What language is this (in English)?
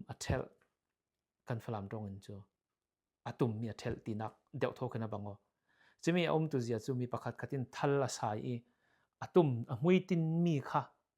Falam Chin